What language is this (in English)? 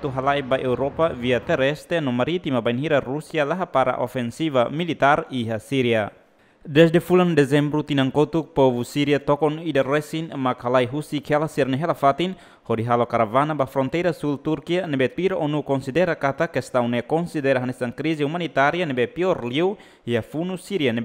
Tetum